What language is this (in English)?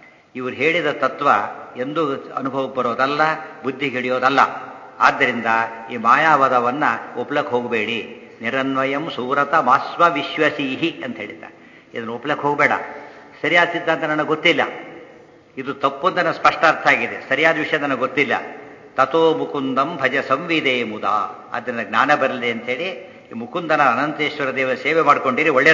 Kannada